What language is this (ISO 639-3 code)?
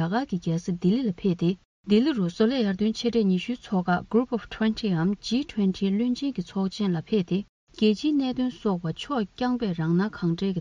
bod